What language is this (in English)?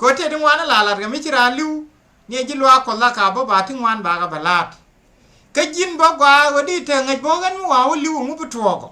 Nuer